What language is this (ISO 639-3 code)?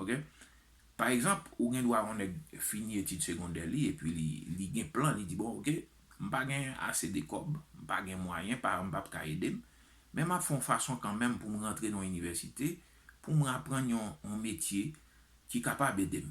hat